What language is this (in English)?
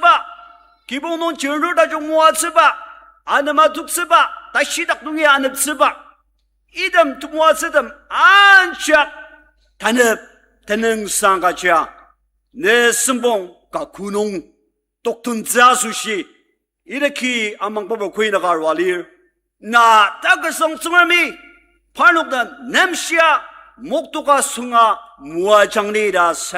Ao Naga